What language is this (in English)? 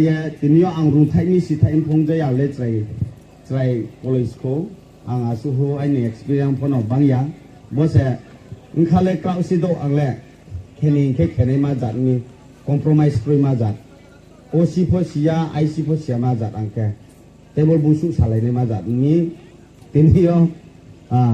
Riang (India)